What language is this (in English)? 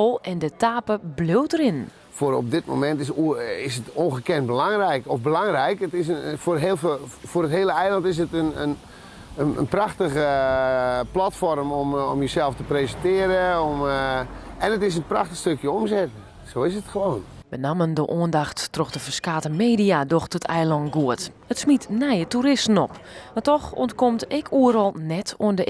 Western Frisian